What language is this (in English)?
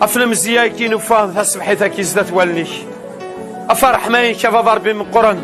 Kabyle